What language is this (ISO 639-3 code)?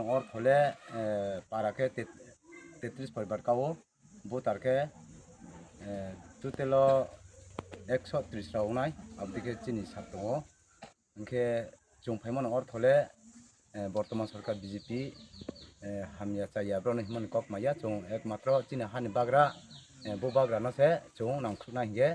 trp